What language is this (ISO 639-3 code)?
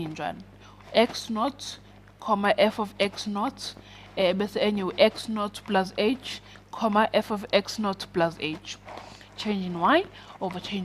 zul